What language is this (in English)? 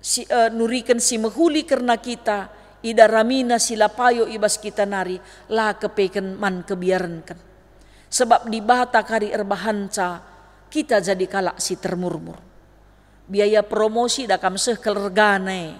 Batak Karo